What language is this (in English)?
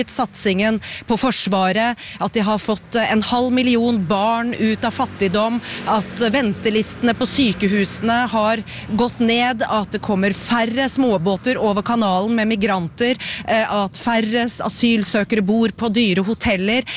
Norwegian